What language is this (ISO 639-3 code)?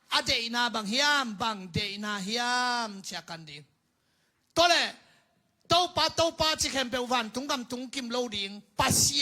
ctd